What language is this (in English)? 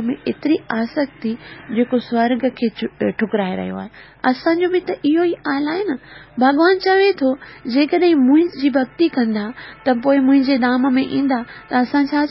Sindhi